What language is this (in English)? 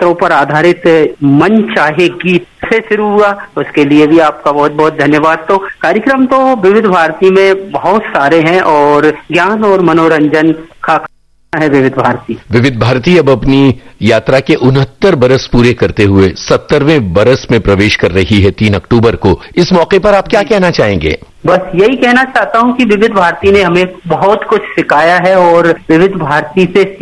Hindi